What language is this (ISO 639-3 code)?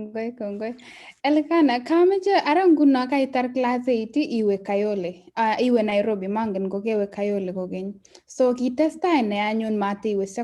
kln